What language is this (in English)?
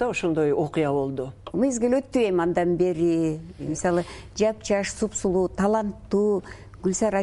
Kyrgyz